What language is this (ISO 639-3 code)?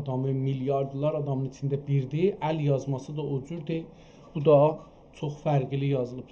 azb